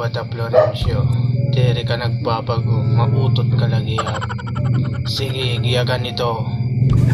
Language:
Waray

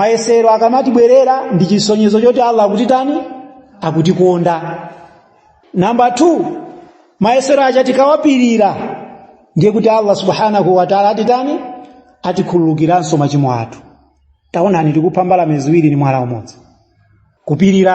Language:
Nyanja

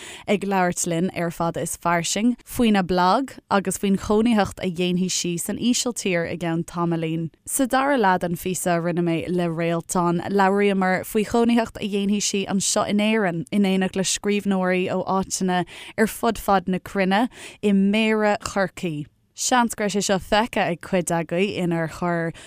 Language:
Irish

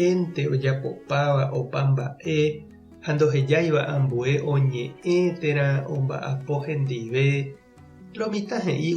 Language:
Guarani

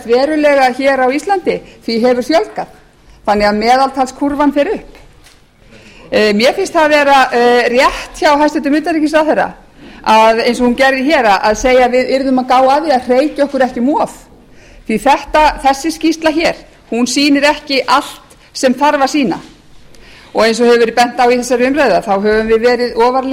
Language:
Icelandic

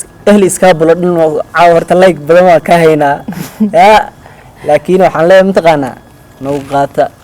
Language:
Somali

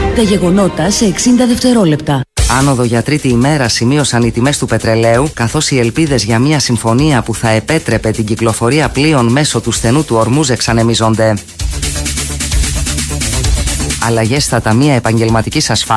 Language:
Greek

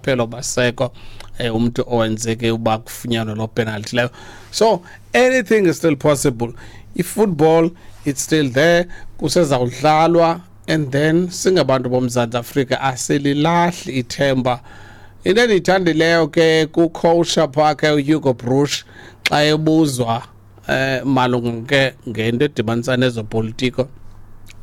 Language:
Xhosa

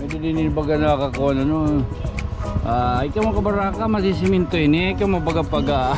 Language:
Waray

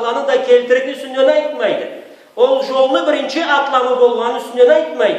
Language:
Karachay-Balkar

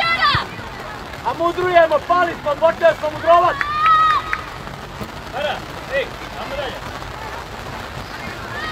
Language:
Croatian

